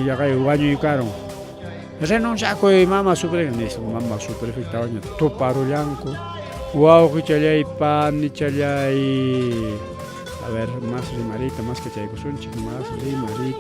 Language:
Ayacucho Quechua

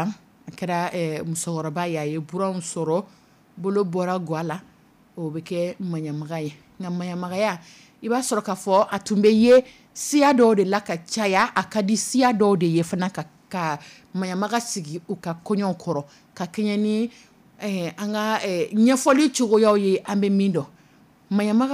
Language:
Dyula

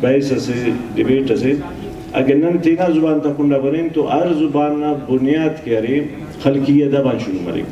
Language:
Brahui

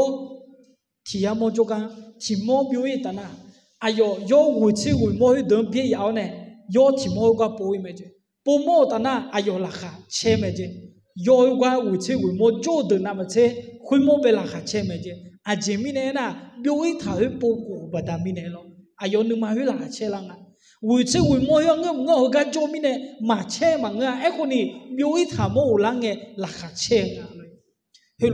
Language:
Akha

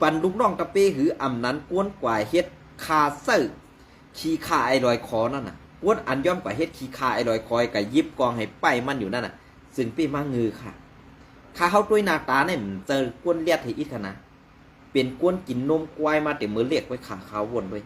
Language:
Shan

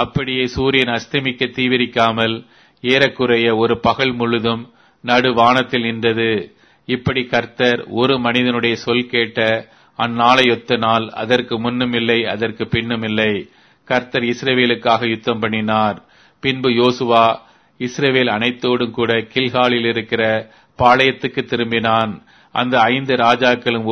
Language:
Tamil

